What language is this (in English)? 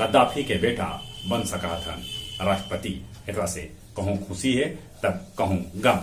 Magahi